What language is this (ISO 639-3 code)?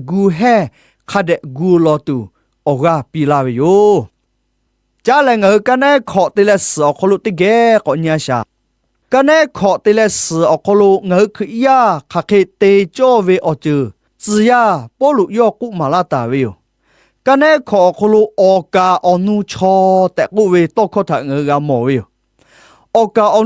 lhu